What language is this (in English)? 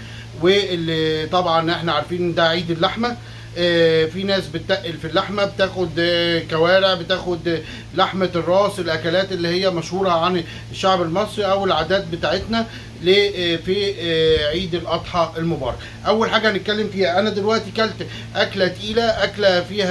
Egyptian Arabic